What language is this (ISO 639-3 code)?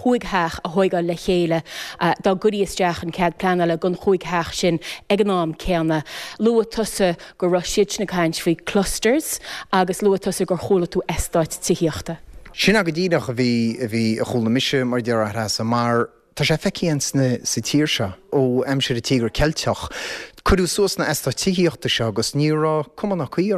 gle